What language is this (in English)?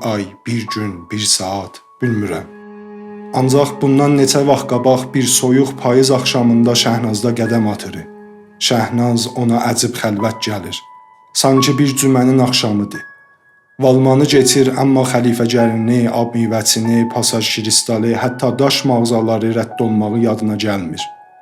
South Azerbaijani